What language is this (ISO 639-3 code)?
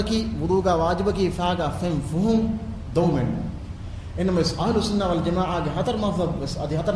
div